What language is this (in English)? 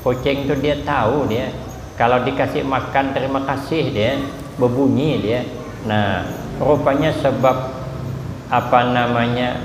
Banjar